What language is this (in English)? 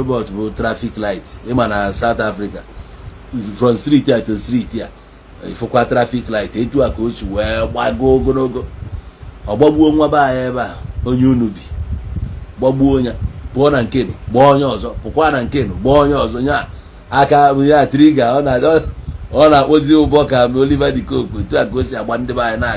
Igbo